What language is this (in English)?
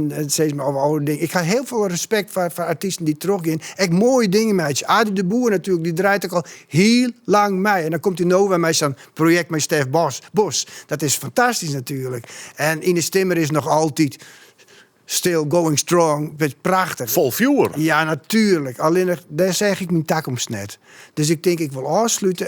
Western Frisian